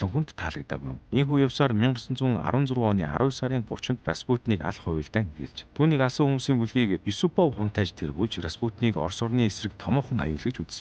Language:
Mongolian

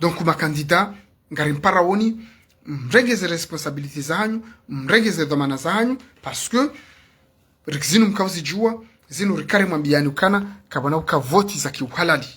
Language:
Ngazidja Comorian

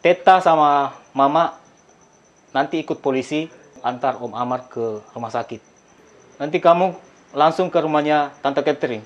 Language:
Makassar Malay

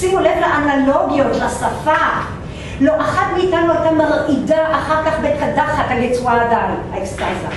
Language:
Hebrew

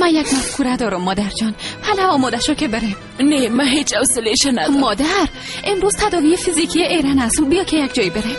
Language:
Persian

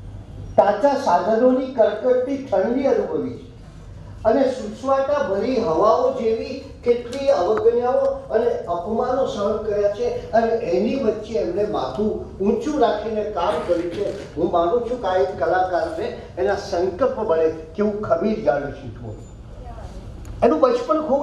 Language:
Gujarati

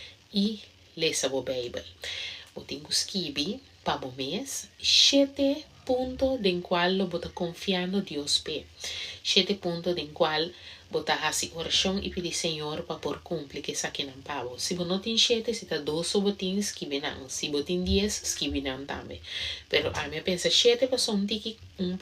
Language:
Papiamento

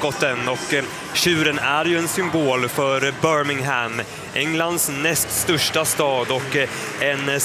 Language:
Swedish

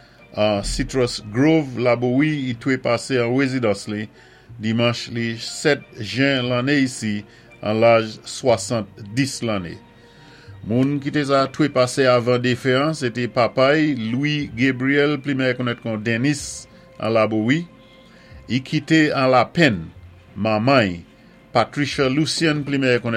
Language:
Saint Lucian Creole French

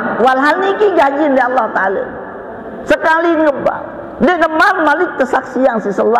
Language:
Sasak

